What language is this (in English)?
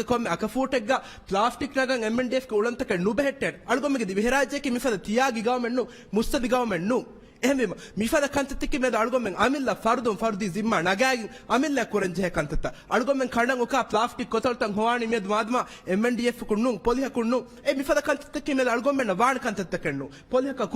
Divehi